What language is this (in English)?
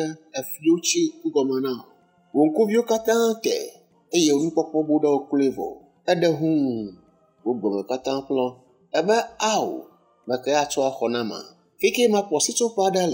Ewe